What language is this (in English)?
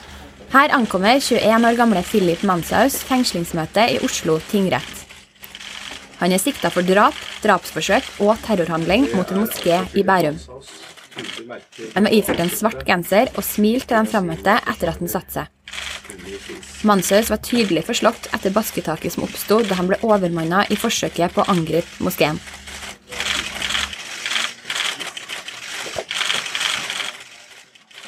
Norwegian